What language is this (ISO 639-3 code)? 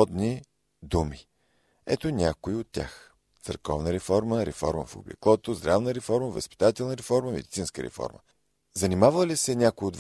bul